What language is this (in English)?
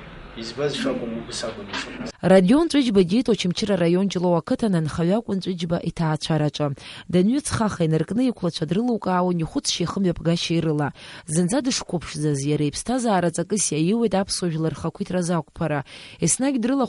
Abkhazian